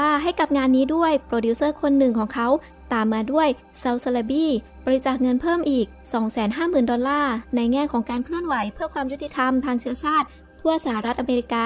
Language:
Thai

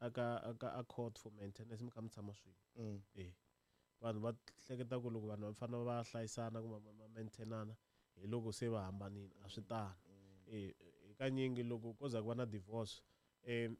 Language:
Tsonga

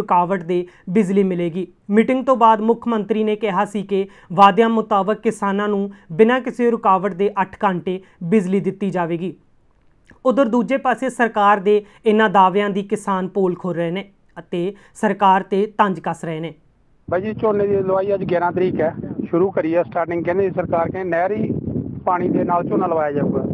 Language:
Punjabi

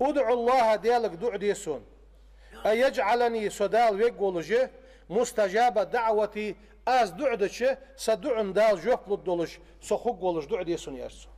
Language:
Ingush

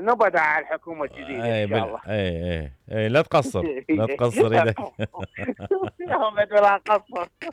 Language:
Mesopotamian Arabic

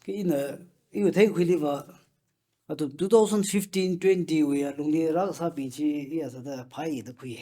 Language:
Tangkhul Naga (India)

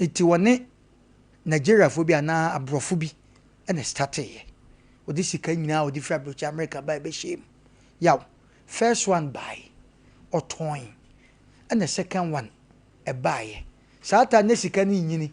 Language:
Akan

